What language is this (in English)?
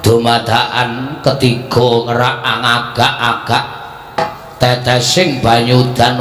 Javanese